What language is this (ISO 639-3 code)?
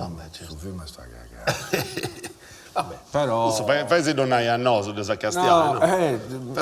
srd